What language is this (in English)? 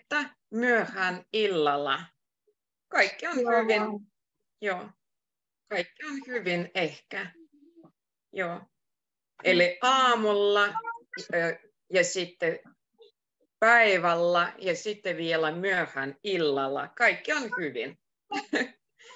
Finnish